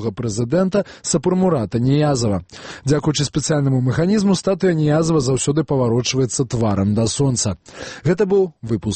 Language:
Belarusian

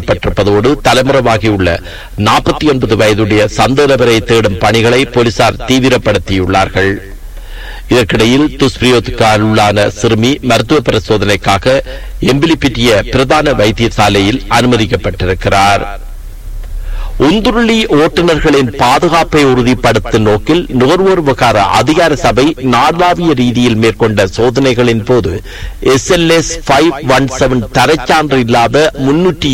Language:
Tamil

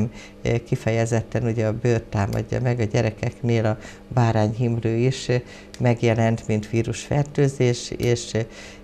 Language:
Hungarian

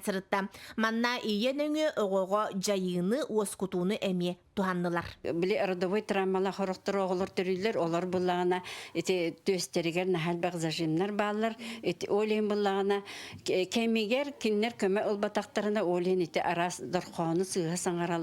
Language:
Yakut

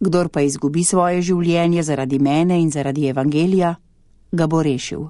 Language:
Slovenian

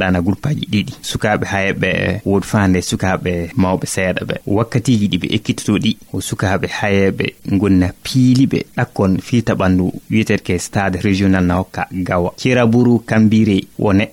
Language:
Fula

